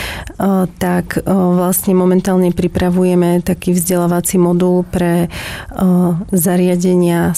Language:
Slovak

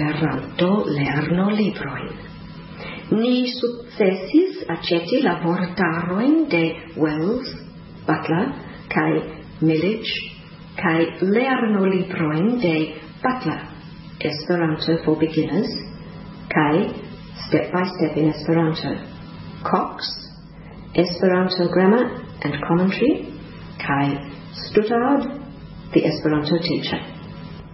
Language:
Esperanto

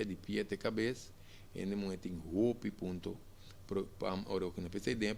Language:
Papiamento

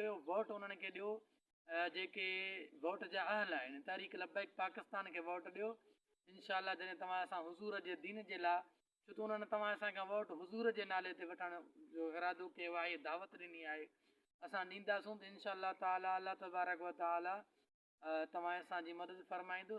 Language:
Sindhi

